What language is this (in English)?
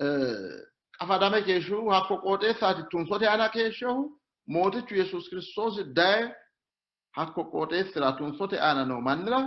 Sidamo